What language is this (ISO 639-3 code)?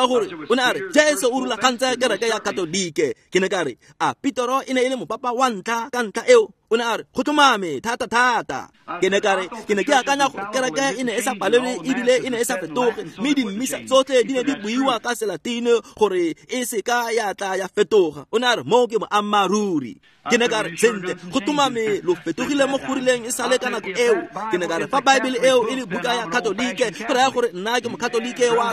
tsn